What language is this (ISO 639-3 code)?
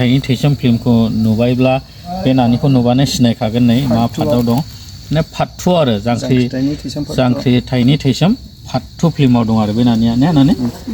brx